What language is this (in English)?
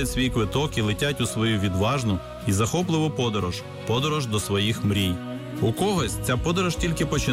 Ukrainian